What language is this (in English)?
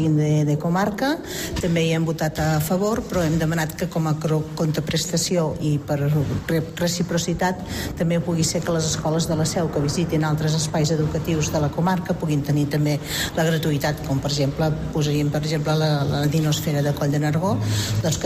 Catalan